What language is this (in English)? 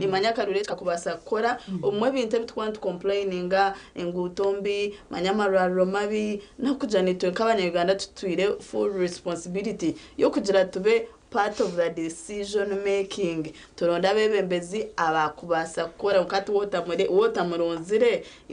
Nyankole